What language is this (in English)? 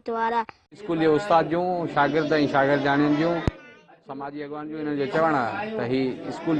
Sindhi